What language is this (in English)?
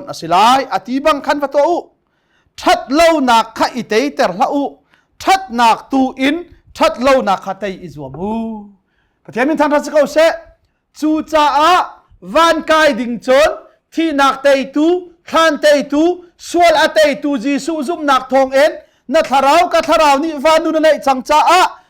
Hakha Chin